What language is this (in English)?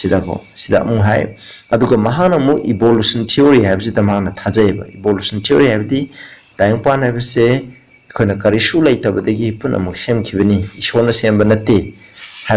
Manipuri